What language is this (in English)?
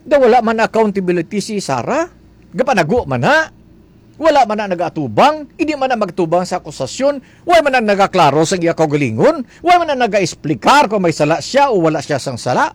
Hiligaynon